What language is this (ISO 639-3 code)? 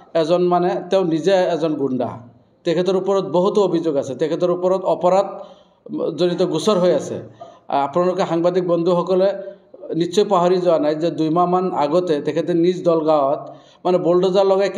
asm